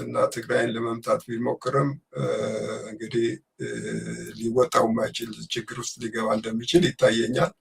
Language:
Amharic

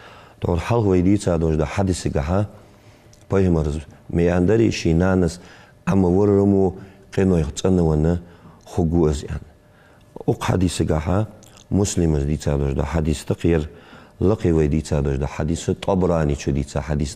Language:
Ingush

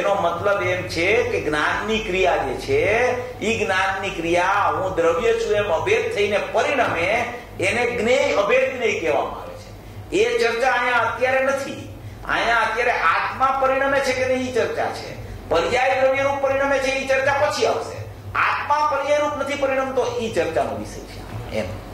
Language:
Gujarati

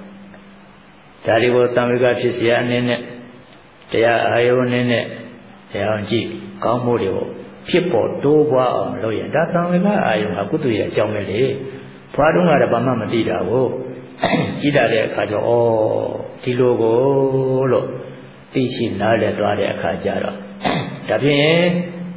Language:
Burmese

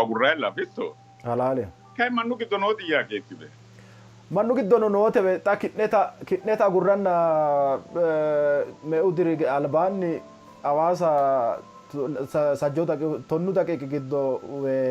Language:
Sidamo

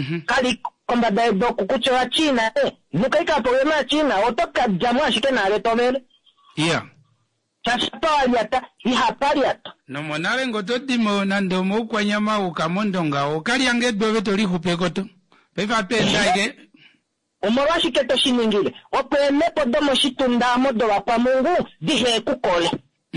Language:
Kuanyama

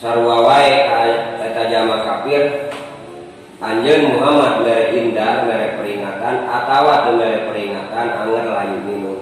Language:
Sundanese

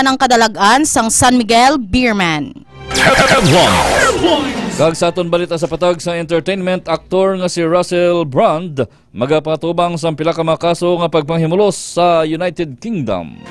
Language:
Hiligaynon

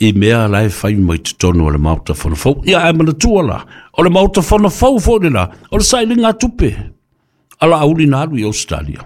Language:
Samoan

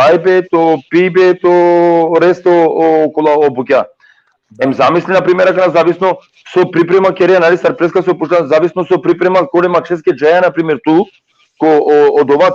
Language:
Balkan Romani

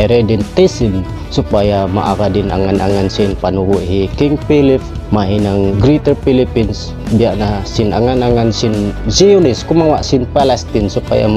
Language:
Tausug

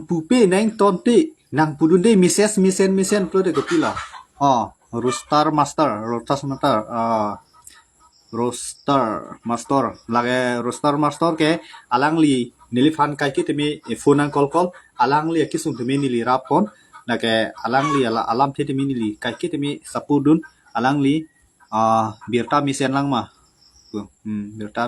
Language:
Karbi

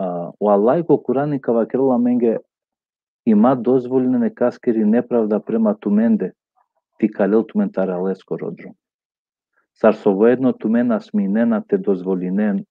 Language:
Balkan Romani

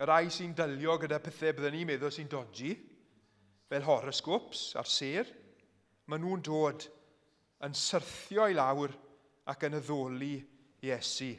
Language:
Welsh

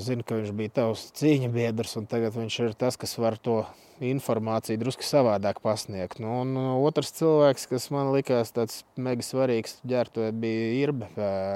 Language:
Latvian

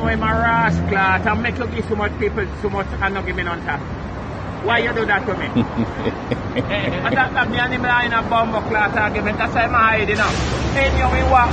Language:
Jamaican Creole English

